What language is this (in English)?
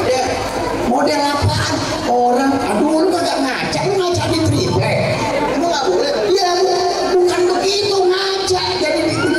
Betawi